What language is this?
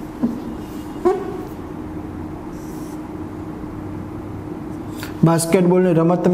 Gujarati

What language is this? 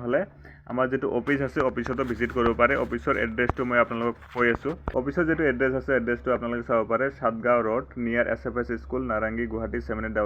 Assamese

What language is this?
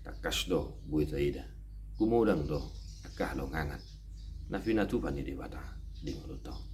Batak Toba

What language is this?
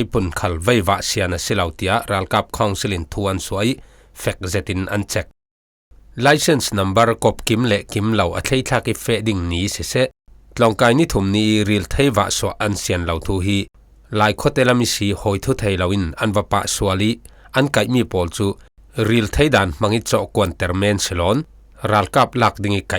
Falam Chin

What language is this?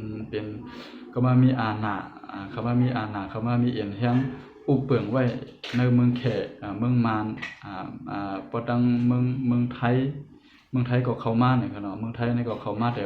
Shan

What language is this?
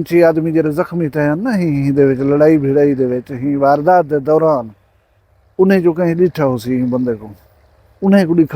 Saraiki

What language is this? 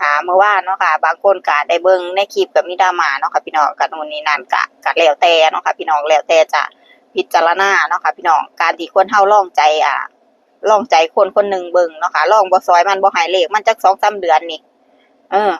Northeastern Thai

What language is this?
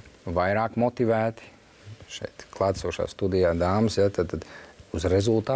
Latvian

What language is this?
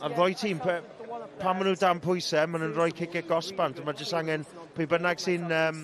Welsh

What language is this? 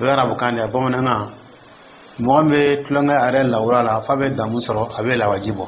Dyula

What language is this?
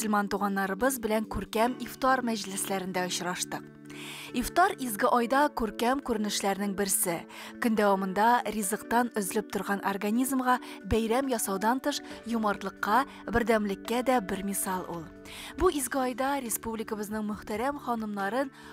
Tatar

